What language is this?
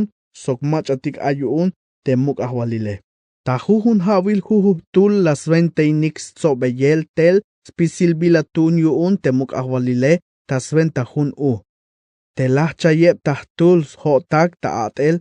Tzeltal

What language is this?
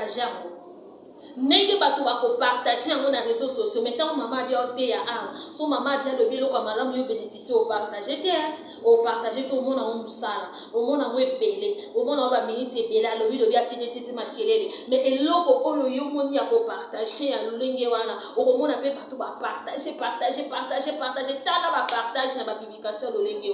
Lingala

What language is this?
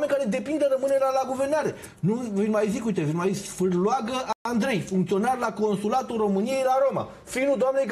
Romanian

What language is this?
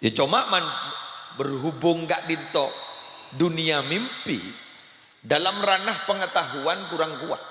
Madurese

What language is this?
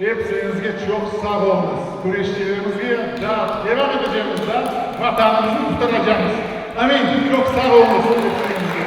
Crimean Tatar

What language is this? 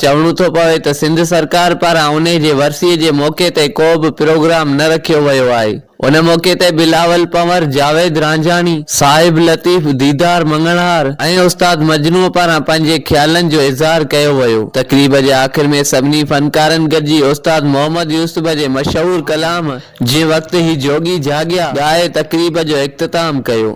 Sindhi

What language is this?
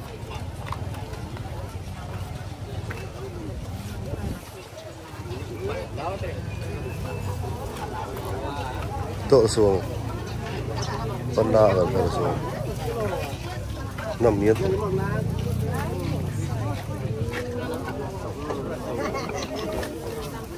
Malay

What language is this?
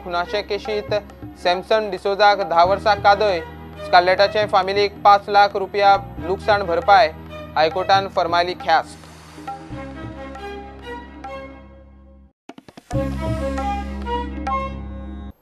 Konkani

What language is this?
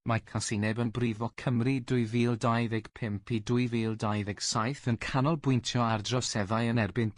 Welsh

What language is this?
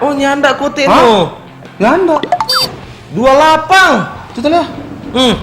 Manado Malay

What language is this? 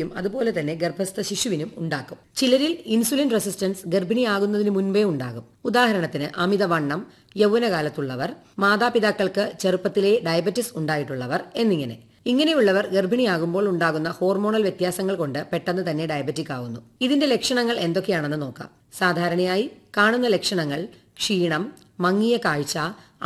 Malayalam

